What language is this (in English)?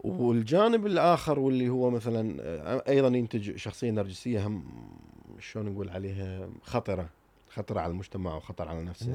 Mesopotamian Arabic